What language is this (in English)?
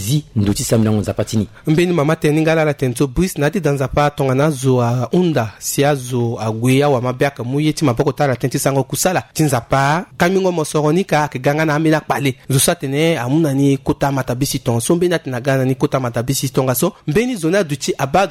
Sango